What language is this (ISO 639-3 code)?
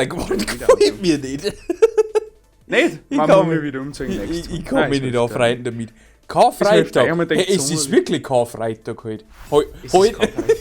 bar